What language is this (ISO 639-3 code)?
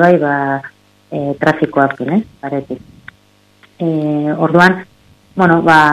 eus